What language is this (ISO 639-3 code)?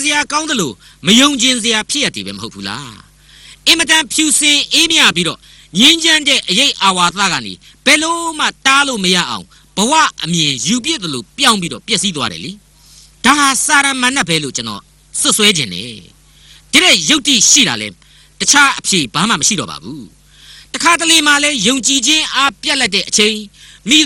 mya